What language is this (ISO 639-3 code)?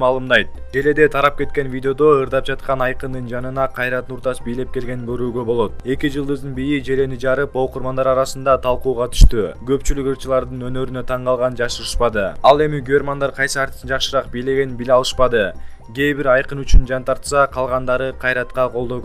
kir